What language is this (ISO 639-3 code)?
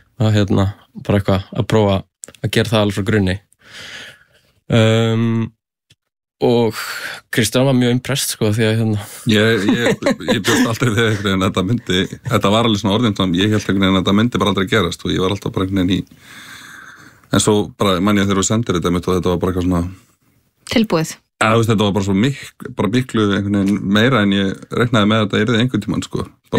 isl